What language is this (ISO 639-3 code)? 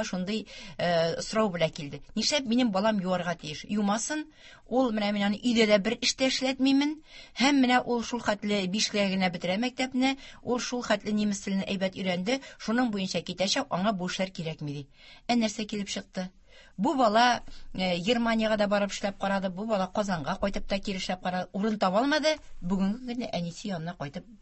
tat